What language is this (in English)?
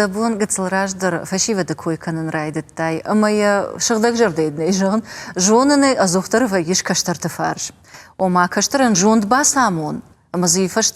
Ossetic